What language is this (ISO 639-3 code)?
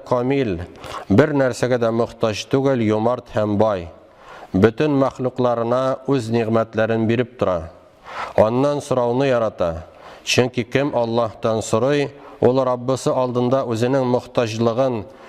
tat